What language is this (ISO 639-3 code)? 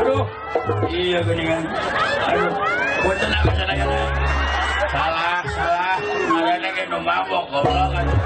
sun